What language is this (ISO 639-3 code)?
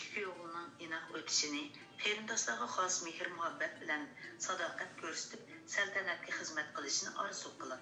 uig